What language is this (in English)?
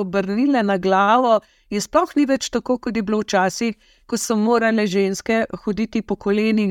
Slovenian